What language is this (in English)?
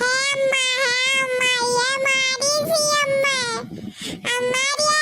Awadhi